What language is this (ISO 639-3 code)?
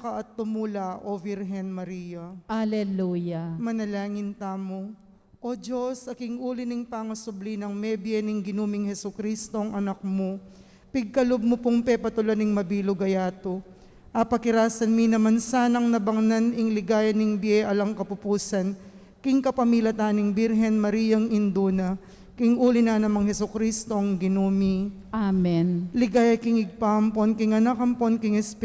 pam